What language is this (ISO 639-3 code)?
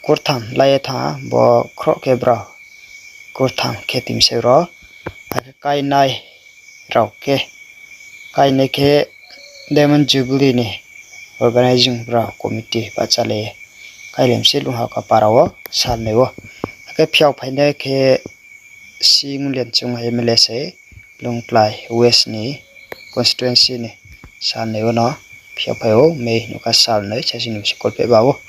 ria